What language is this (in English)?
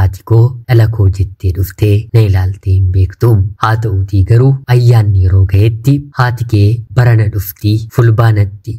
Oromo